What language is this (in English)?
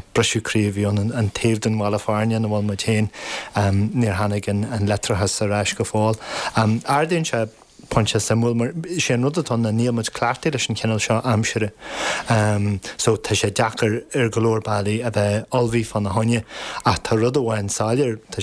Irish